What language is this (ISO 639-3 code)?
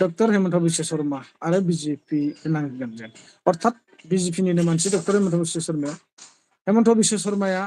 brx